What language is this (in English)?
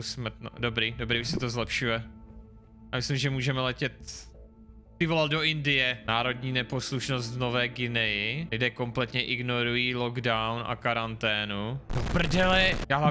Czech